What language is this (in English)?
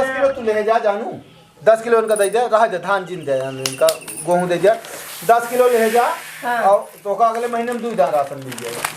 Awadhi